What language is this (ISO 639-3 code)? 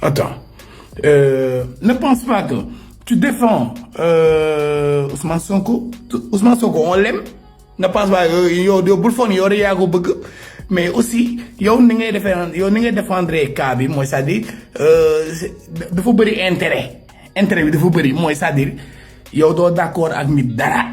wol